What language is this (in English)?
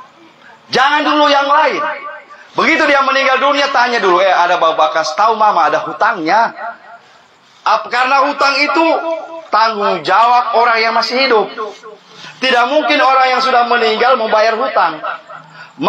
Indonesian